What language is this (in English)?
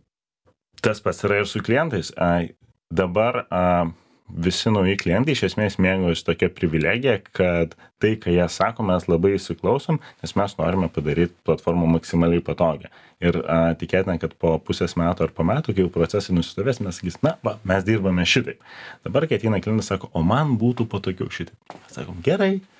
Lithuanian